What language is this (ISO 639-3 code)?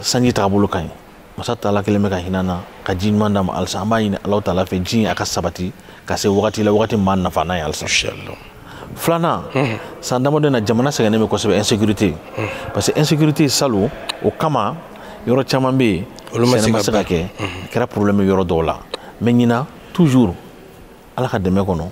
bam